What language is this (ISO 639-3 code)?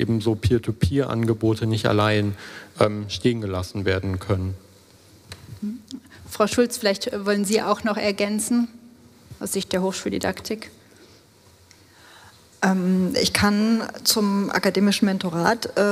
deu